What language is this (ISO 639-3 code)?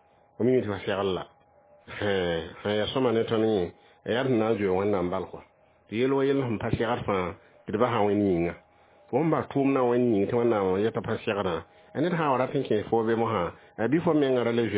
mos